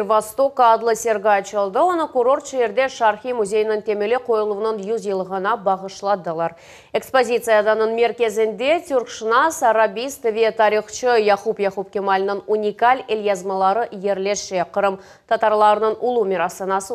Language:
Crimean Tatar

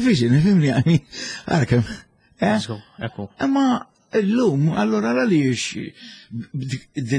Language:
Maltese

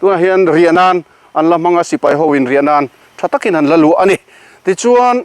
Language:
Mizo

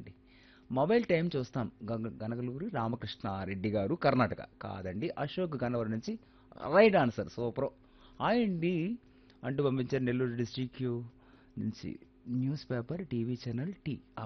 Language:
Telugu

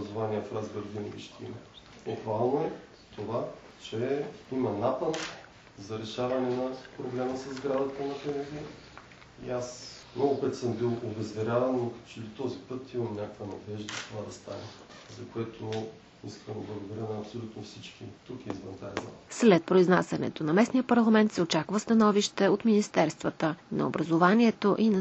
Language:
Bulgarian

